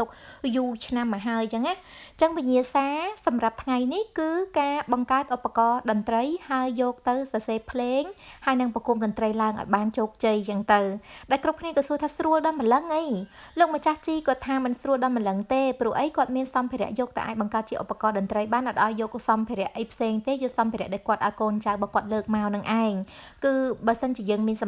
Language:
Khmer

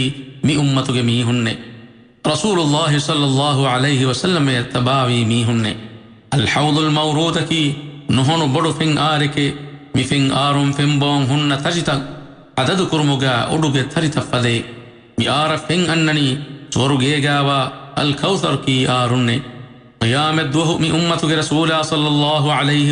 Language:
Divehi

